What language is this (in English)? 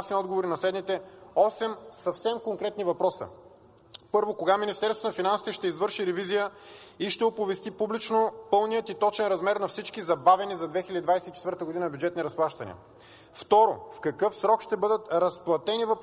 Bulgarian